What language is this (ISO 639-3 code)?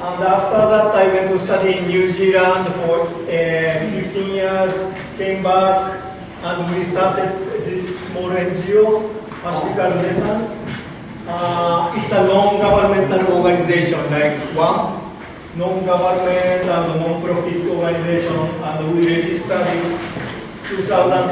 mah